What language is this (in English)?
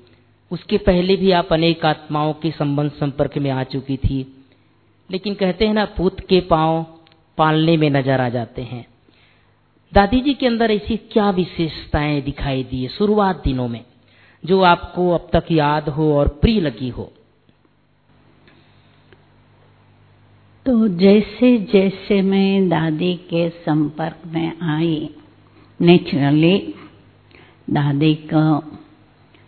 Hindi